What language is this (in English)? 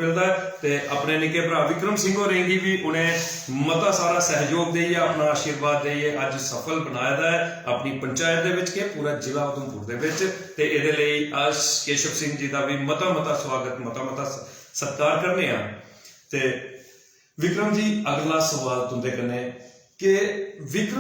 Dogri